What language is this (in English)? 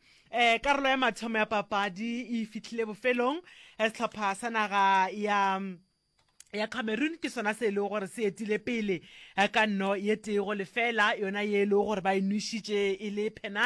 Northern Sotho